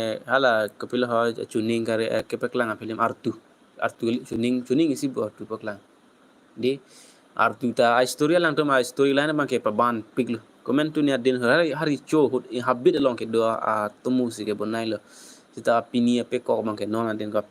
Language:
Karbi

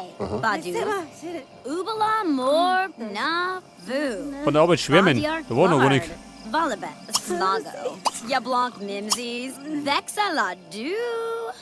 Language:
Bavarian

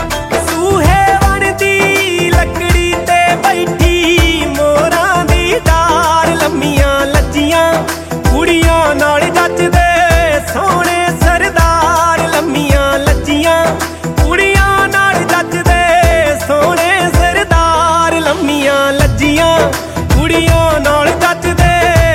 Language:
Punjabi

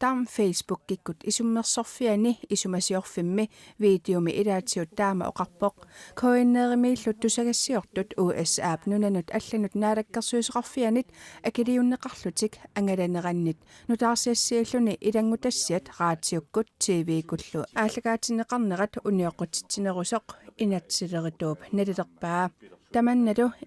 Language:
Kalaallisut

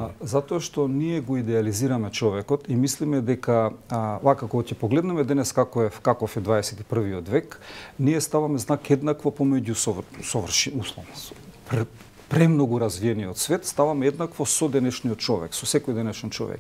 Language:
Macedonian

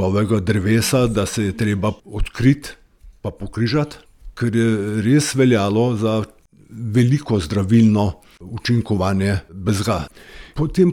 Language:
Slovenian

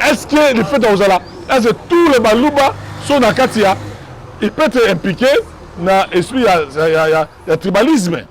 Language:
Lingala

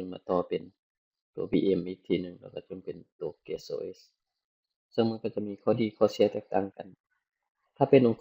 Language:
Lao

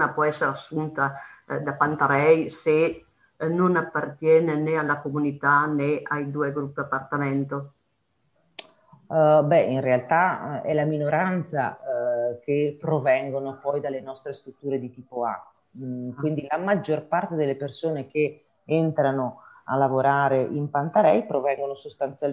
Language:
Italian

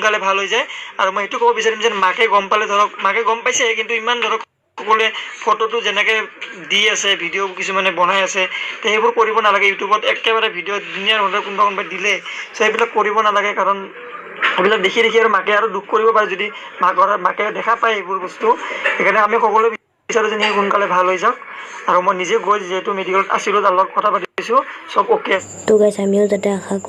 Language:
Assamese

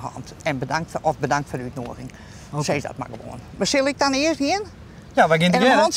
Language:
Western Frisian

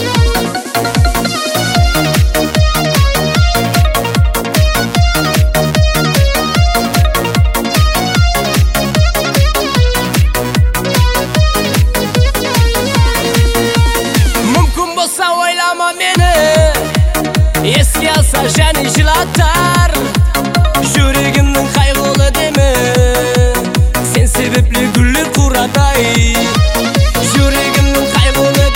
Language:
Kazakh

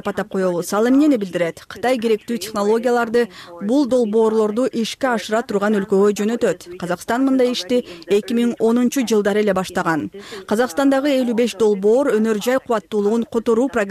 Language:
Kyrgyz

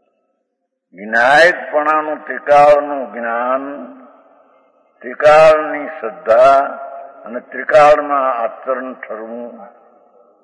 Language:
Gujarati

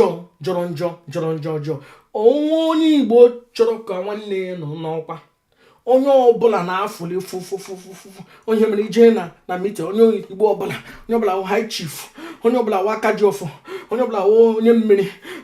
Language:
Igbo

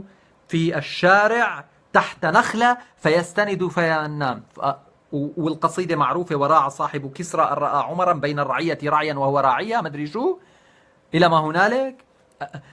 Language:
North Levantine Arabic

